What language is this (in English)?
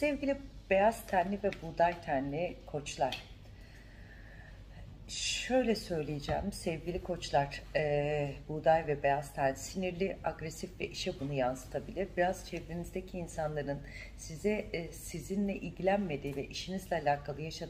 Turkish